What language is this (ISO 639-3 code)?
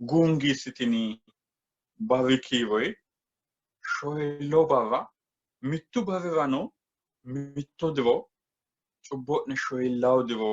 sid